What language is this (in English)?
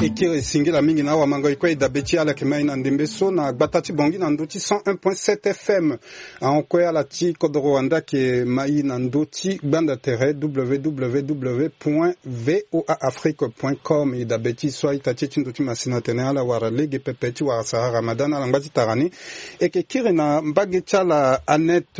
Sango